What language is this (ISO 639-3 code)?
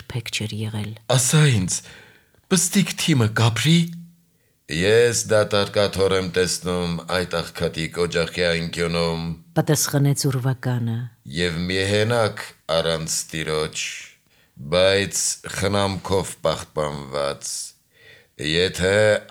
hye